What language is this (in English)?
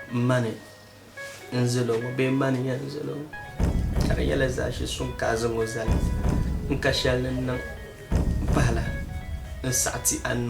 Dagbani